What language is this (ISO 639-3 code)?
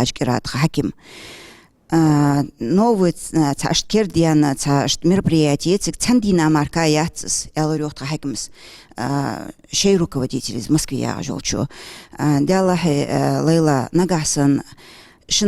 inh